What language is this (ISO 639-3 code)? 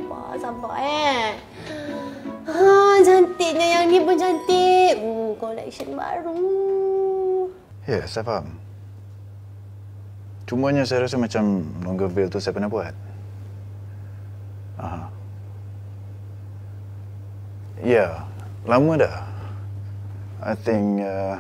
msa